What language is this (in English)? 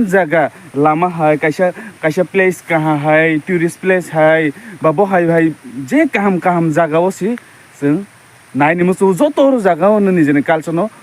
Kok Borok